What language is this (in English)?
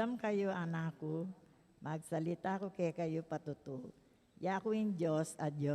Pampanga